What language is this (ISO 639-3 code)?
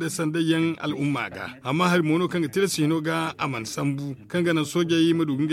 dje